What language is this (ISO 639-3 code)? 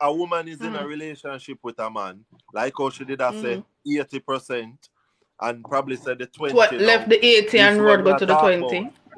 jam